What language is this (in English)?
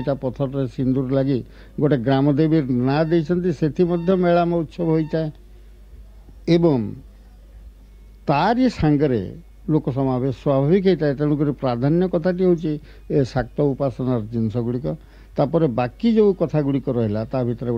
Odia